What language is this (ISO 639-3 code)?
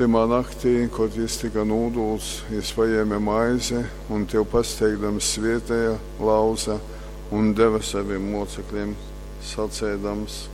ltg